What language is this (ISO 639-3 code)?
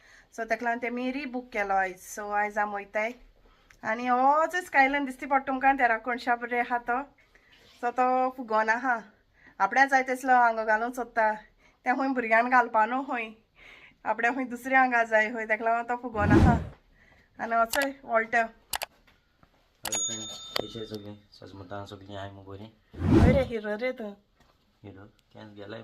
kok